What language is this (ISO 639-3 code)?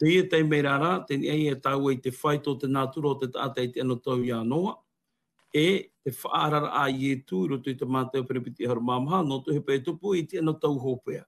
tah